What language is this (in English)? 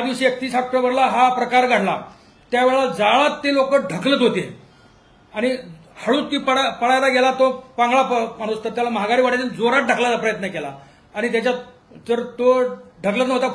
Marathi